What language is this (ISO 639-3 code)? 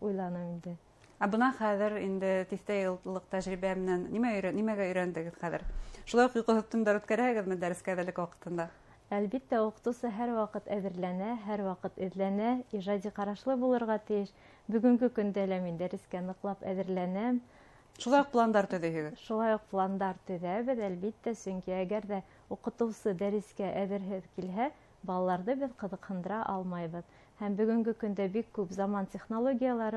bak